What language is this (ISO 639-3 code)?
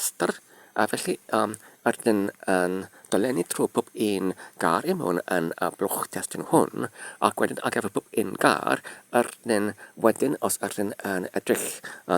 cym